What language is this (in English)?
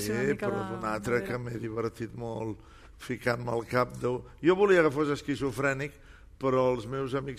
Catalan